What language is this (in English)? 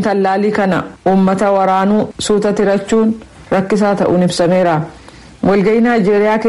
Oromo